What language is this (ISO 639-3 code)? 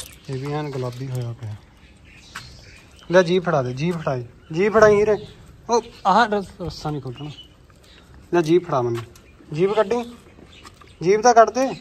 pan